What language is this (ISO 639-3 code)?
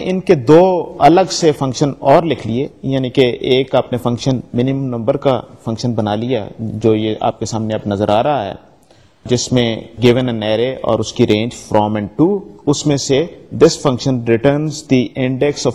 urd